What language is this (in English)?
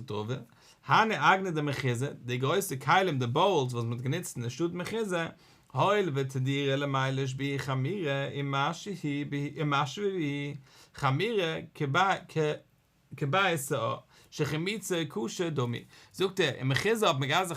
Yiddish